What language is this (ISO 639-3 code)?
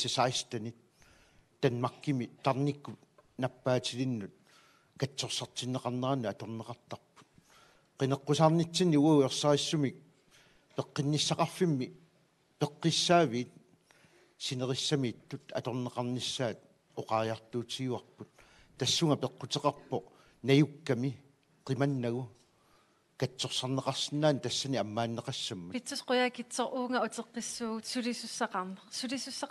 kal